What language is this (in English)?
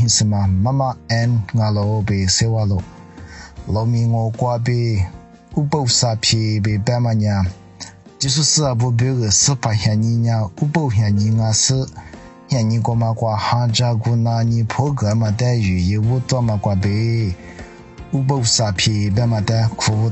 Lisu